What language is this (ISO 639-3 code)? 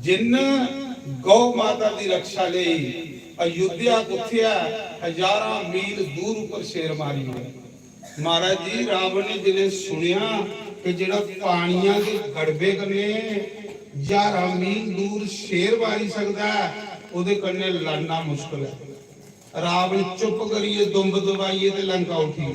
doi